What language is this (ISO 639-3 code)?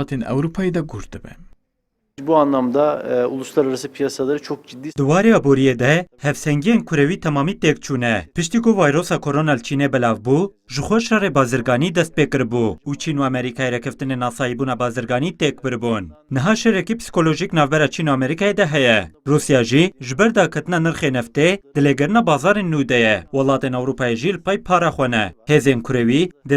kur